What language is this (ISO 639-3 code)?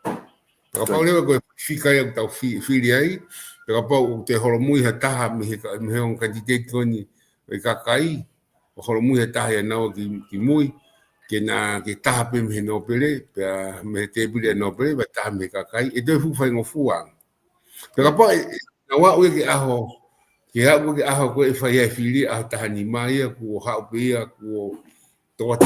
ton